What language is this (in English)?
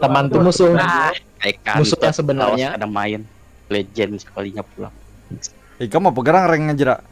Banjar